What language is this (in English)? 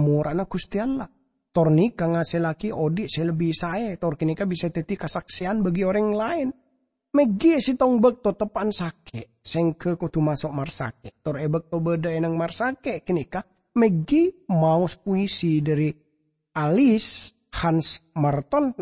Madurese